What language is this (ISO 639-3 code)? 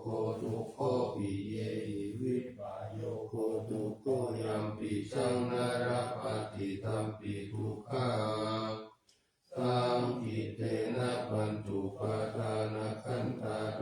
pli